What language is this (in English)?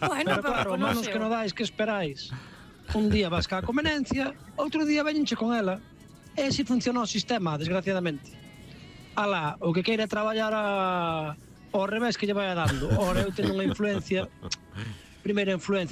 Galician